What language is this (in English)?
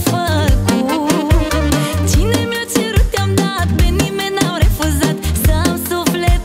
Romanian